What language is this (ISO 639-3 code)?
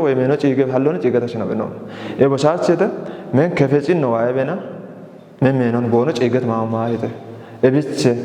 kbr